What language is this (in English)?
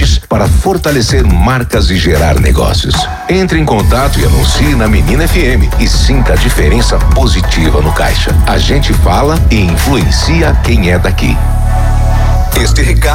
Portuguese